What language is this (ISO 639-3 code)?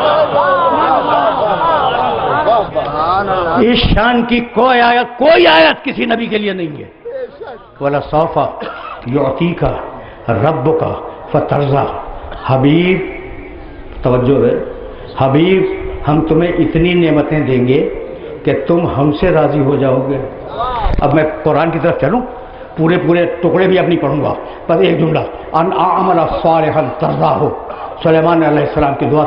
urd